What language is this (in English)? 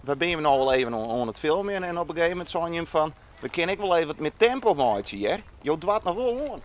Western Frisian